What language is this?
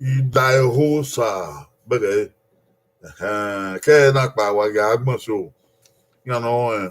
Bini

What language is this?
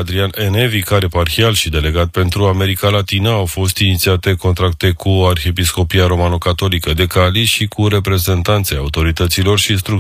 Romanian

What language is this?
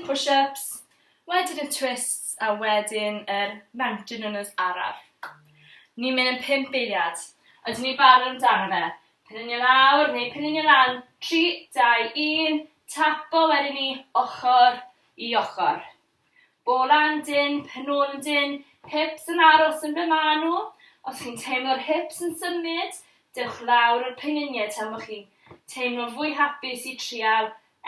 Welsh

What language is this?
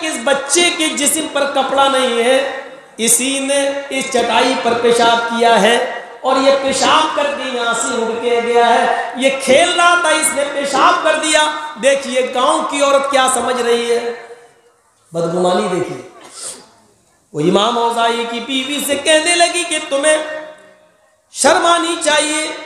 Urdu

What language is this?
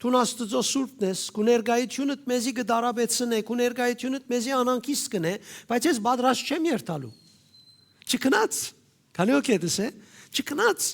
Western Armenian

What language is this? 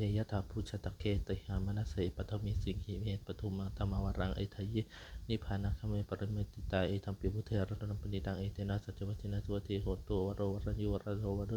Pali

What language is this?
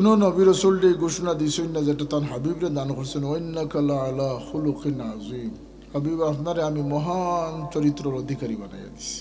Sylheti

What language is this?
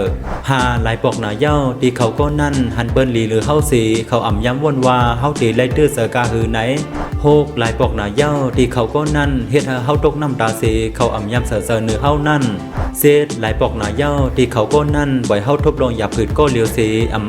Shan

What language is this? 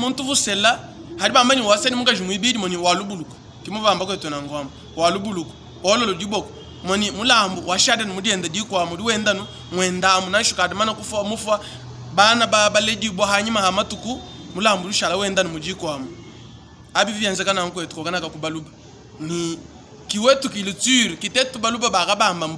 Luba-Lulua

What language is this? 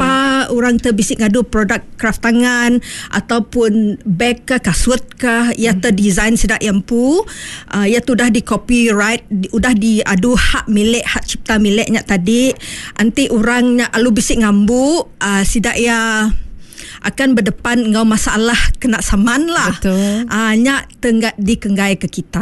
Iban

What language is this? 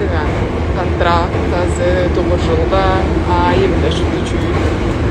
Tuvinian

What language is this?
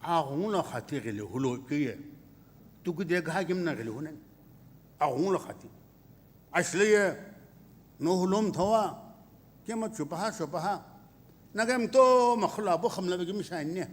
Sumi Naga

